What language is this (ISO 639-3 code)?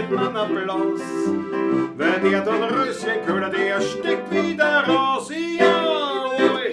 bar